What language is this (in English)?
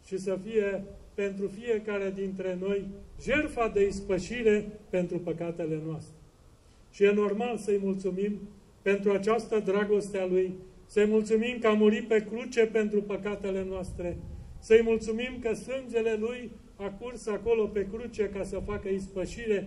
Romanian